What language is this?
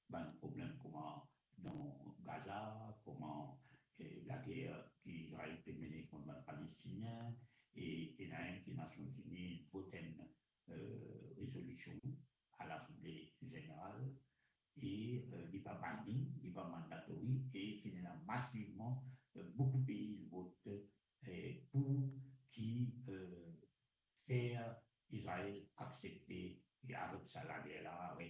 Morisyen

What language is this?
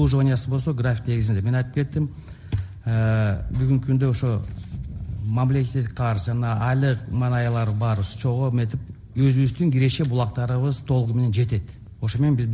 Kyrgyz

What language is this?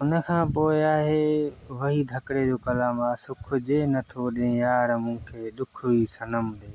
Sindhi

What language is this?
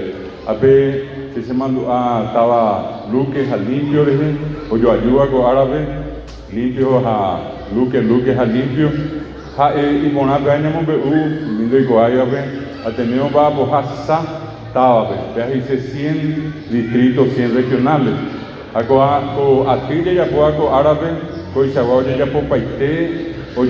Guarani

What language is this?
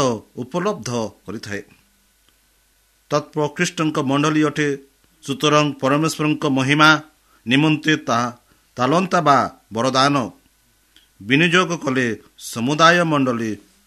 Odia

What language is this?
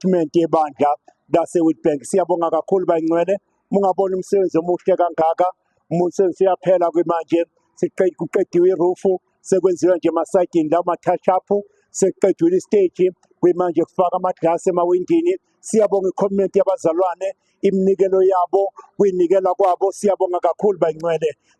Zulu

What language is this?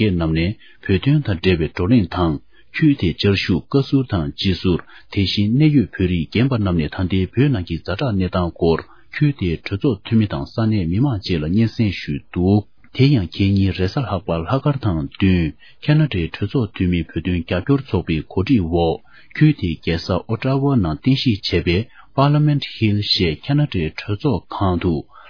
Tibetan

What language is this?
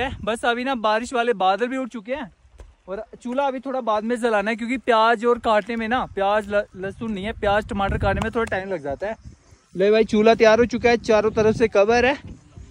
Hindi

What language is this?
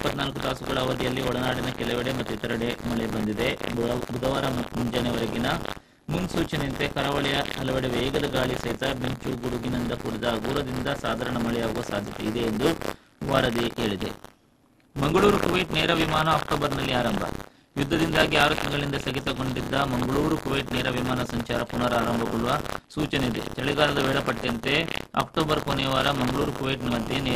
Kannada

